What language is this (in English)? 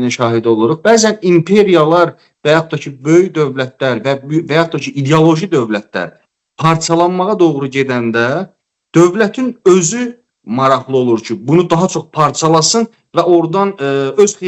Azerbaijani